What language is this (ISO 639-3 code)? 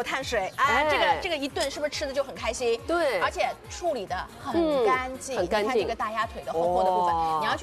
zho